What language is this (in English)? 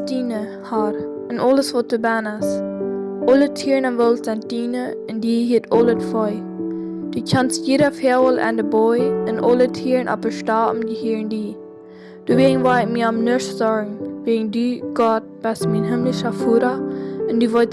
Plautdietsch